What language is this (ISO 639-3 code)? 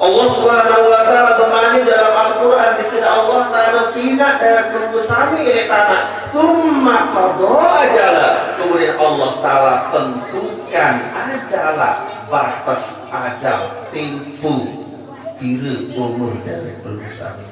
sas